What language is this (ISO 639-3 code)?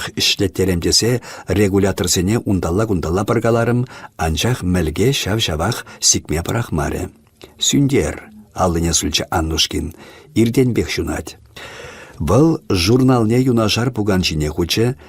chv